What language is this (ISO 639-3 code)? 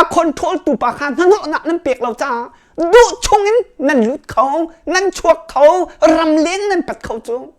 cnh